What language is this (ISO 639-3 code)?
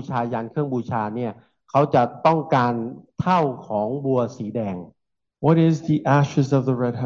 tha